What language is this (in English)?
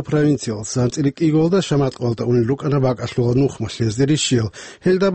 Avaric